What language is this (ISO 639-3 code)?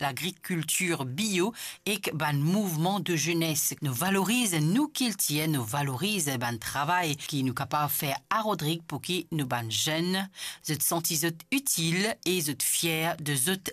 mfe